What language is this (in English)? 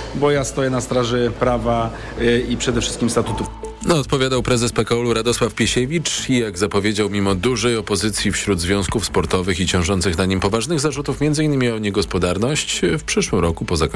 Polish